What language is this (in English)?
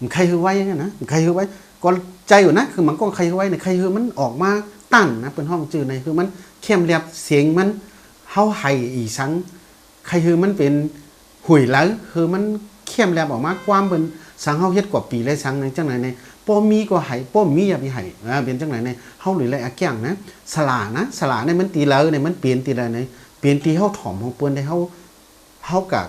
Shan